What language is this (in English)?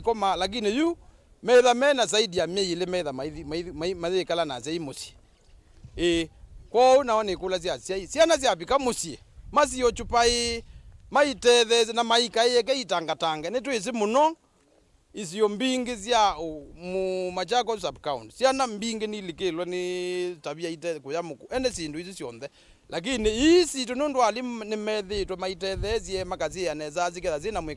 Kamba